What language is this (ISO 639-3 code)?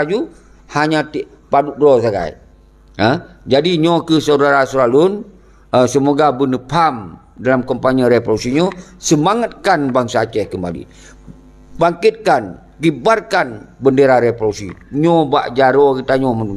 ace